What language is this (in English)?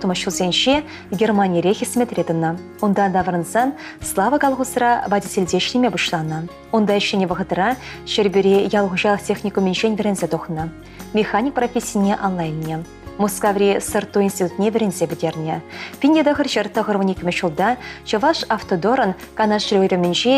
Chuvash